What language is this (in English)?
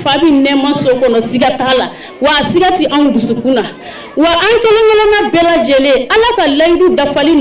Bambara